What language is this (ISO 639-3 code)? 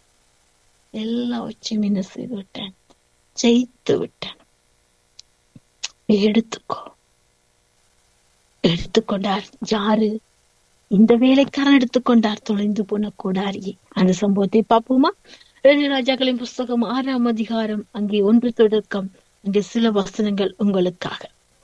tam